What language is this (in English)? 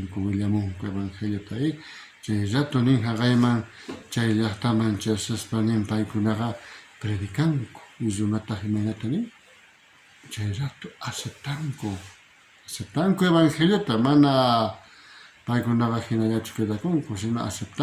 South Bolivian Quechua